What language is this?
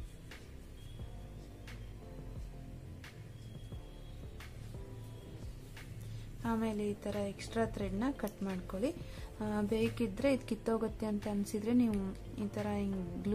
Kannada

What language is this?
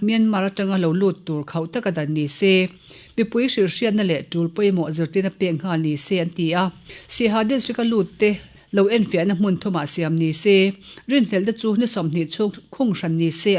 Mizo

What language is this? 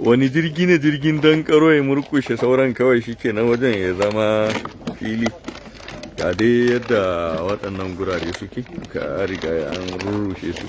Hausa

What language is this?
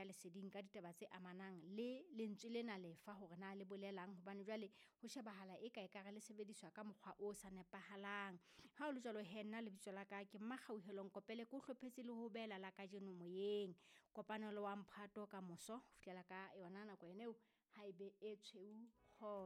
Southern Sotho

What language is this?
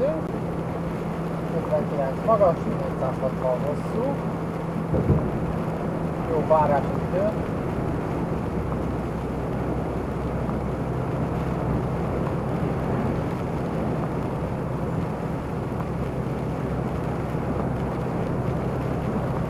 Hungarian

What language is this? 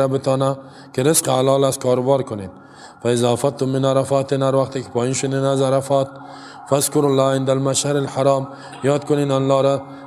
Persian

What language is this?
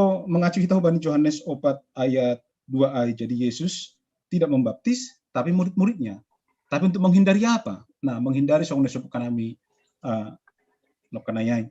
Batak Simalungun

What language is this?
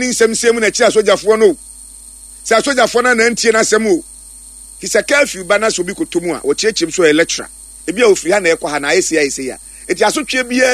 Akan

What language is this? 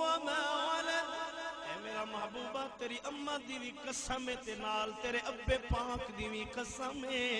Saraiki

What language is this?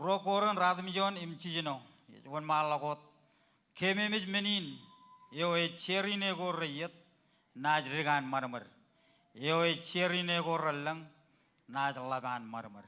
Marshallese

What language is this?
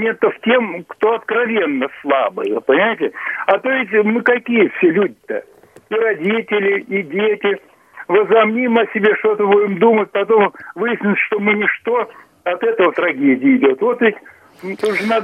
Russian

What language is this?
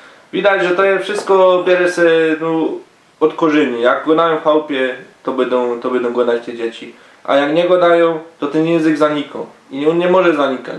Silesian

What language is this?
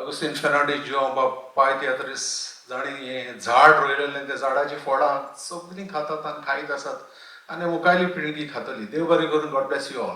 Konkani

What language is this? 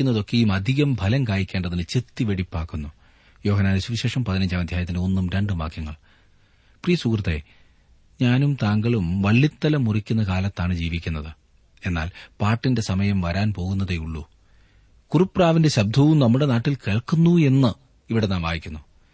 Malayalam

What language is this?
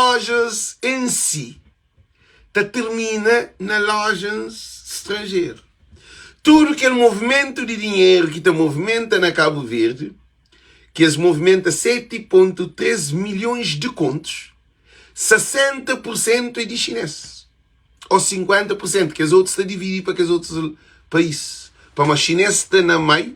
Kabuverdianu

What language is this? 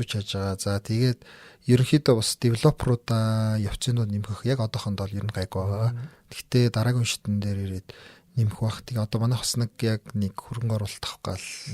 Mongolian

